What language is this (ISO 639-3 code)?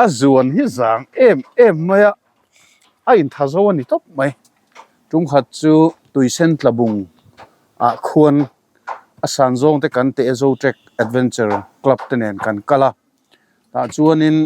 lus